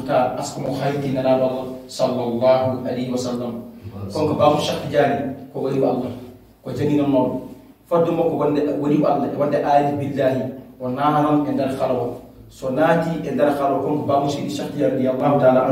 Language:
Fula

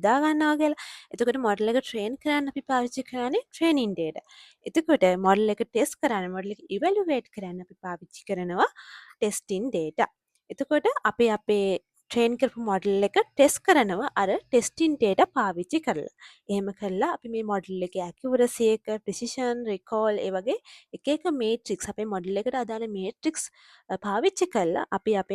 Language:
Sinhala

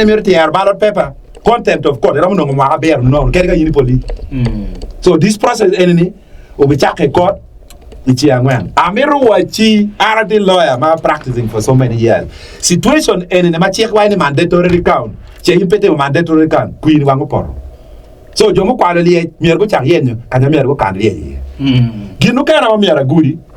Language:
Acoli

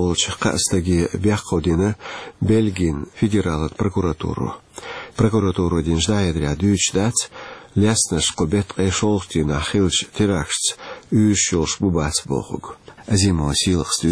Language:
Chechen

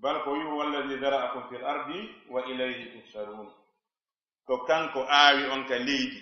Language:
Fula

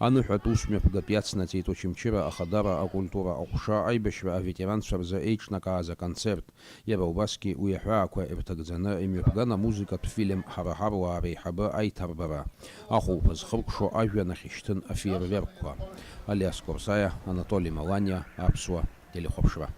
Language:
Abkhazian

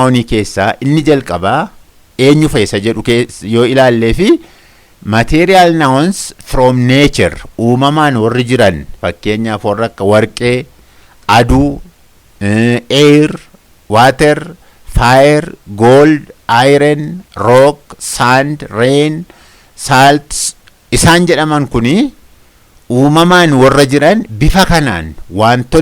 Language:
Oromo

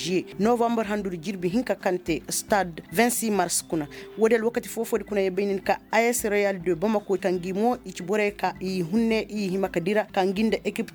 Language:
Koyraboro Senni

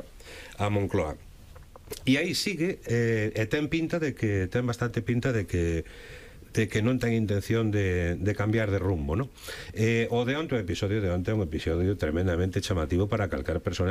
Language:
Galician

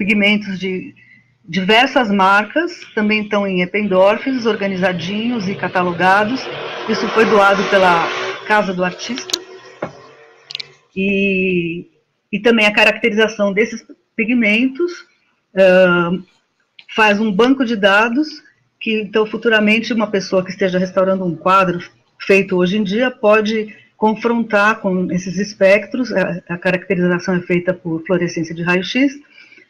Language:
Portuguese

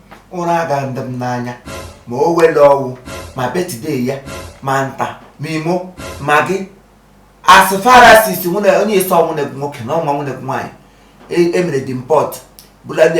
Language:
Igbo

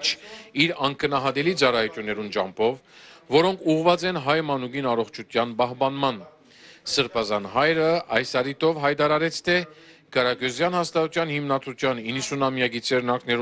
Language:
Armenian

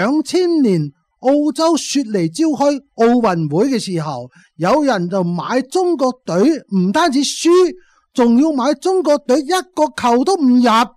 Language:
Cantonese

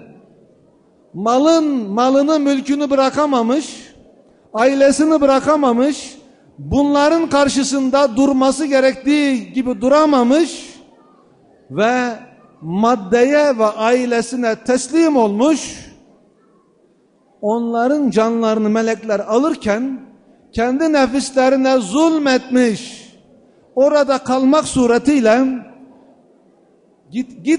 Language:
Turkish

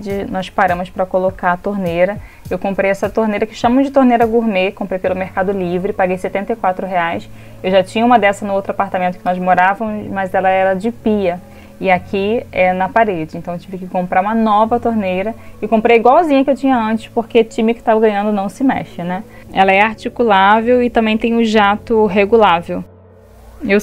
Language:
Portuguese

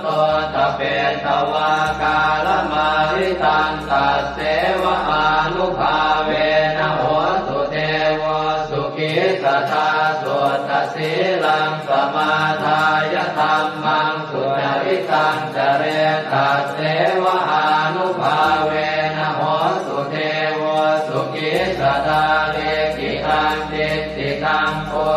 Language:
Pali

